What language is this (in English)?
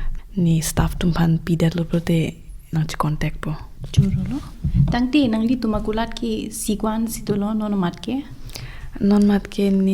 Karbi